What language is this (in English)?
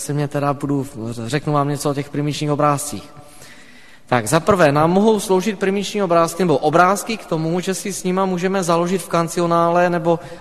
Czech